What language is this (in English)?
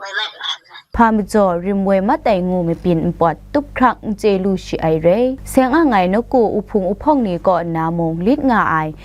Kachin